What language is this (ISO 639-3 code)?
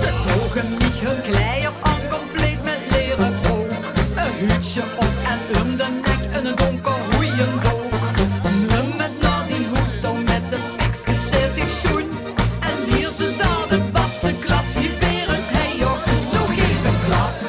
lim